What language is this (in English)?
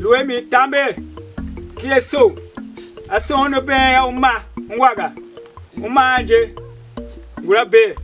Tiv